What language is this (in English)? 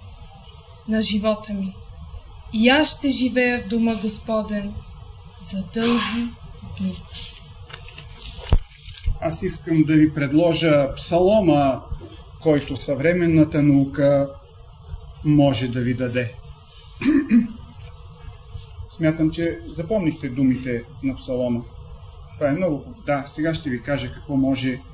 Bulgarian